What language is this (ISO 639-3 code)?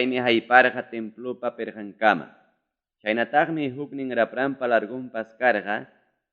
quy